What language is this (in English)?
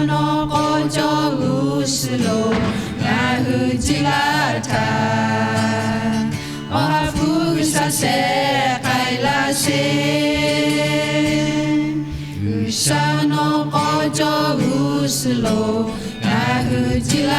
Lahu